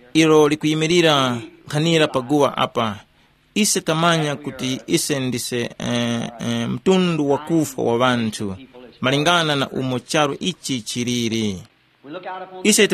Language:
Tumbuka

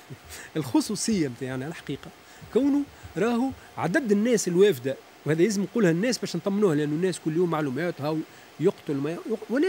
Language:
Tunisian Arabic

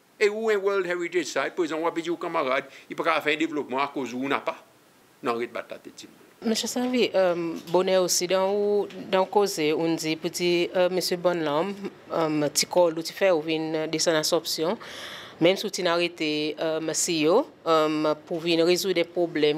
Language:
Seselwa Creole French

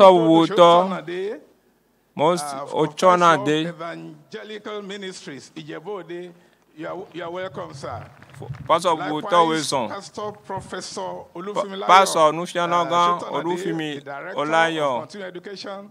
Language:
Ewe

